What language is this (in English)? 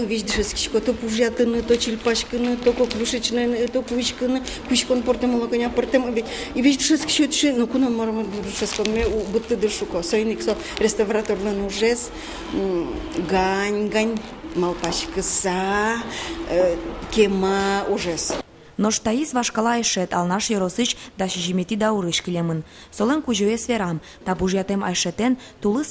Udmurt